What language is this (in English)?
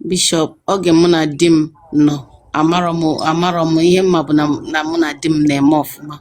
Igbo